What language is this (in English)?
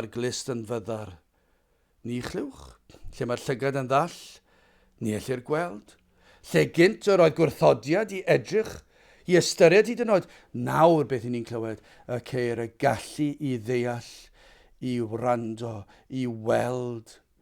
Welsh